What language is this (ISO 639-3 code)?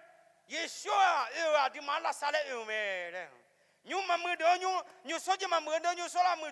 ahk